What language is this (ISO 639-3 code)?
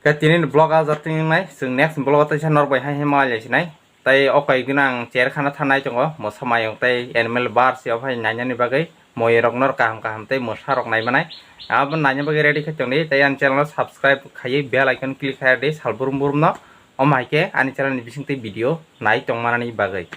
trp